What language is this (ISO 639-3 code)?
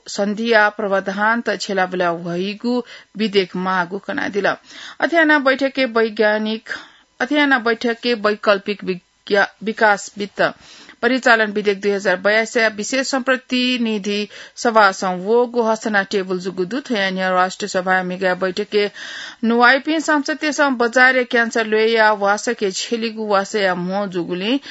new